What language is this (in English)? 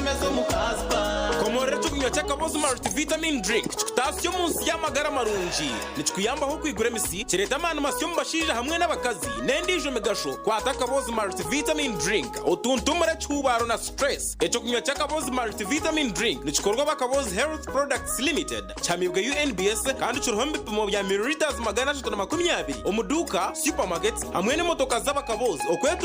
Nyankole